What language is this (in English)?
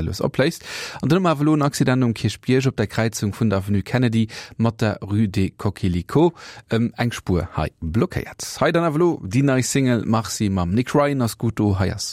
Luxembourgish